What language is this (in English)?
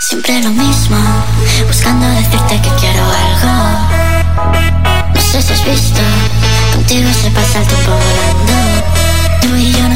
Spanish